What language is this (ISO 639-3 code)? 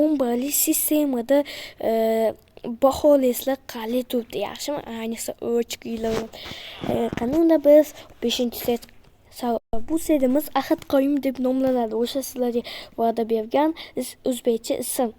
uzb